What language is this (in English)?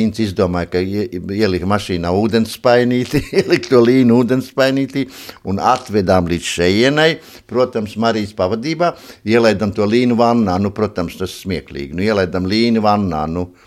Latvian